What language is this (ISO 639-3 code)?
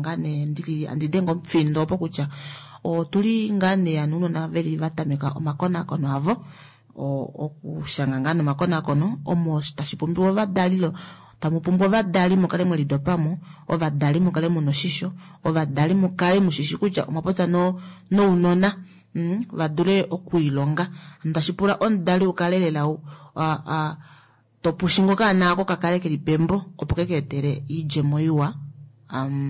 kua